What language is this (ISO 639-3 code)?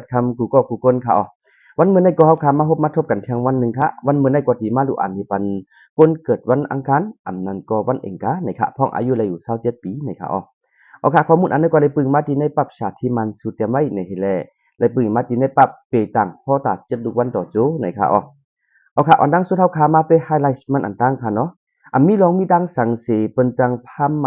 shn